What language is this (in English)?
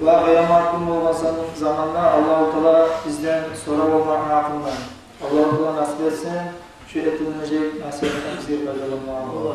Kumyk